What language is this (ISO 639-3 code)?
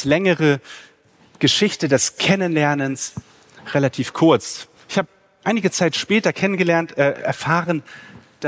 deu